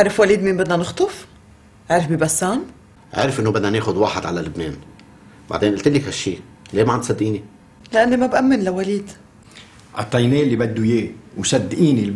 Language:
North Levantine Arabic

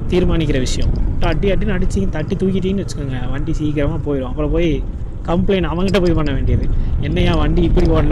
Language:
Tamil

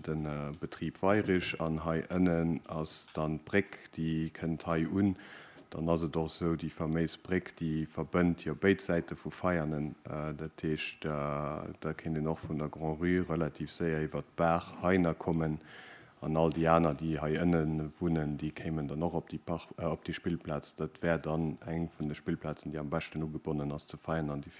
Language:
Luxembourgish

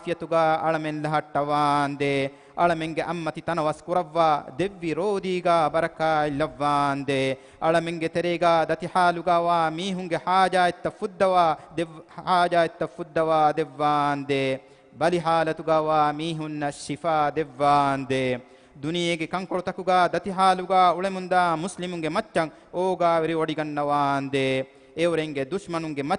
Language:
Divehi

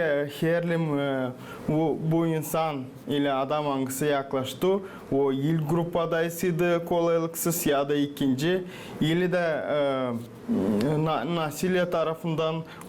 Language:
Gagauz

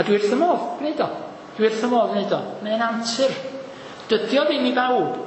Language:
Welsh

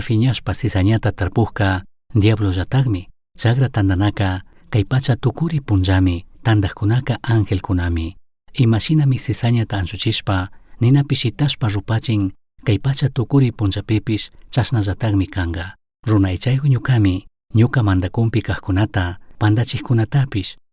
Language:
Chimborazo Highland Quichua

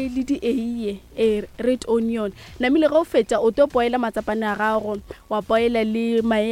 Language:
Northern Sotho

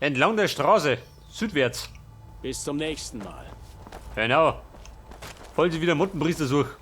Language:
Bavarian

